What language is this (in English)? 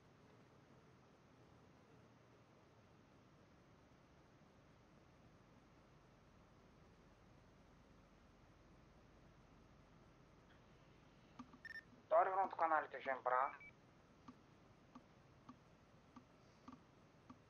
Bulgarian